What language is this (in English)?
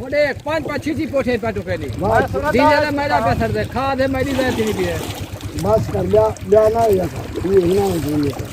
Saraiki